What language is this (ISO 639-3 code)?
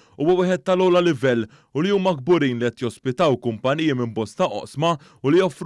mlt